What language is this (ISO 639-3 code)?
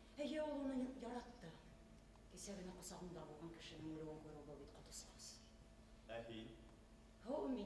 bak